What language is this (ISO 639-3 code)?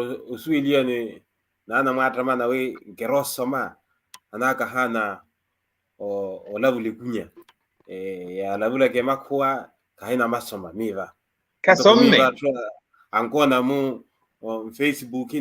vmw